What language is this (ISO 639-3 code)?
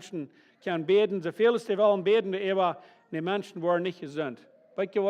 pdt